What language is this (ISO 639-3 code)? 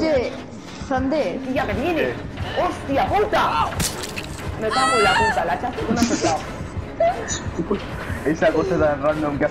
spa